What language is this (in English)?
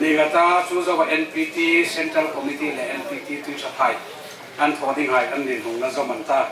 Hmar